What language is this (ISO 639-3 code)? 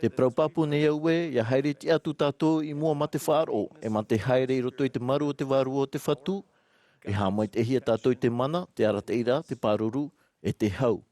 tah